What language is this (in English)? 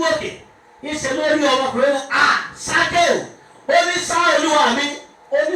Yoruba